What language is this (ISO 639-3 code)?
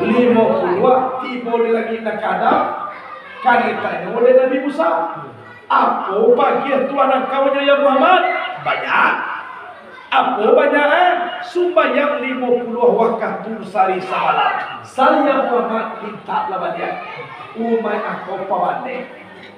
min